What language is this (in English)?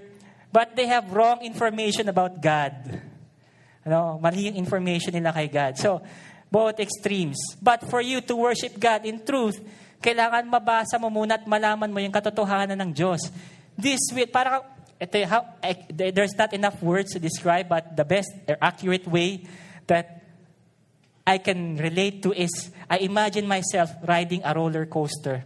Filipino